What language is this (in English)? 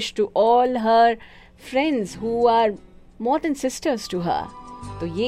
Hindi